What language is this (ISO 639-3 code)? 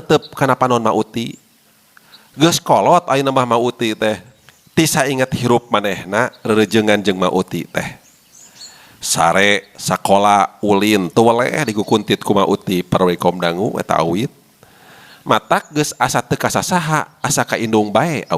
sun